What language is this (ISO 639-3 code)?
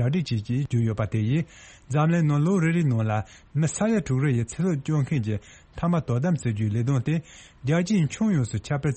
bod